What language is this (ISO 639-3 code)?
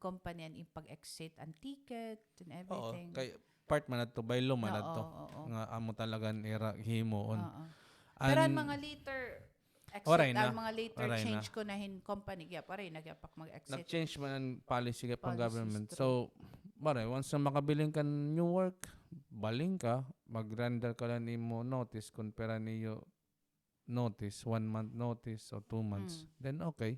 war